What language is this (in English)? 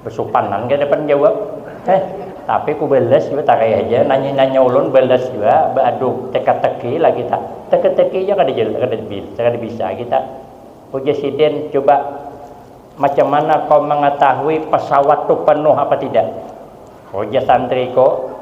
Banjar